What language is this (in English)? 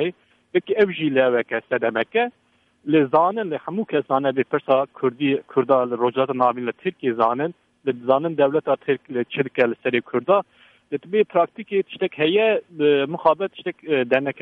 Kurdish